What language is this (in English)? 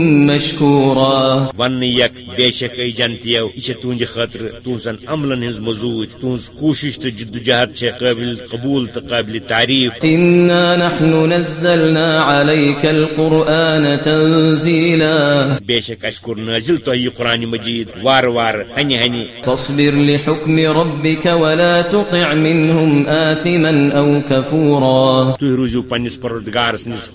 Kashmiri